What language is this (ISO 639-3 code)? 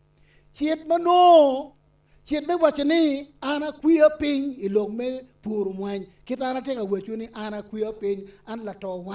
ach